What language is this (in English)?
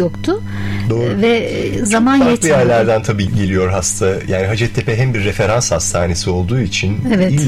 Turkish